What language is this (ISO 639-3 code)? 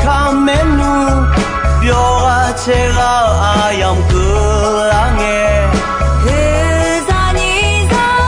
ahk